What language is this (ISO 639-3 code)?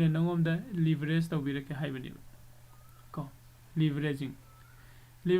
mni